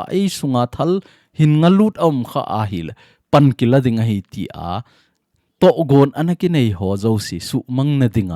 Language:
Thado Chin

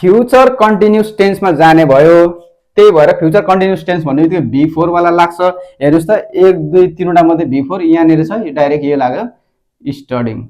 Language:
Nepali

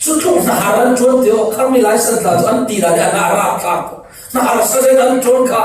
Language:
Falam Chin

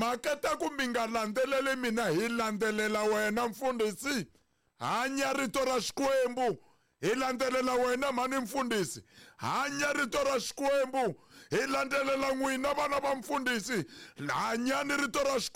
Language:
Tsonga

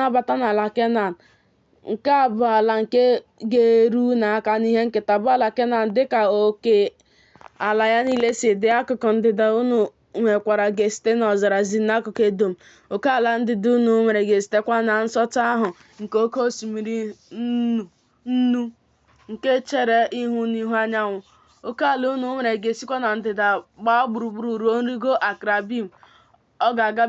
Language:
Igbo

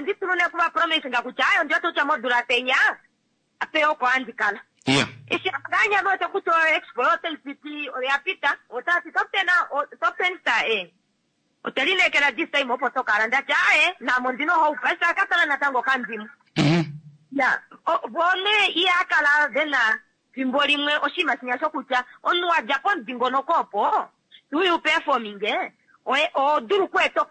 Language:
Kuanyama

